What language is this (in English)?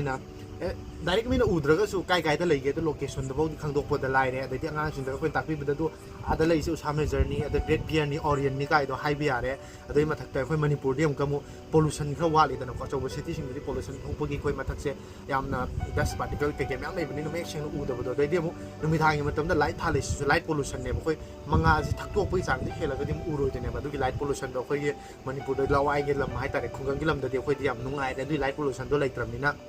Manipuri